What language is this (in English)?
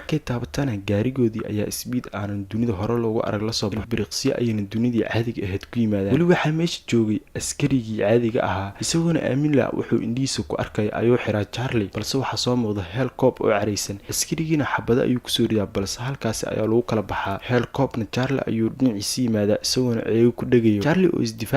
Somali